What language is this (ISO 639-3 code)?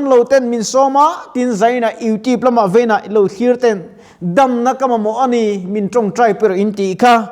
lus